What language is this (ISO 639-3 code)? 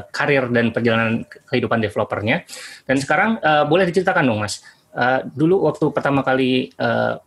ind